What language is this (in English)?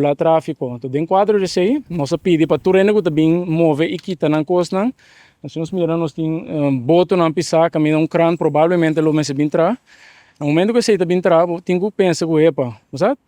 Papiamento